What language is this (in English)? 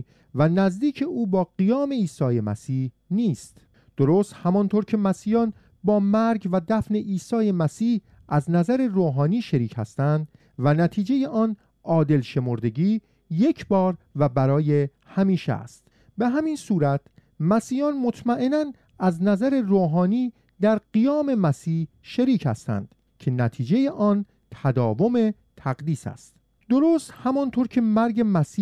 Persian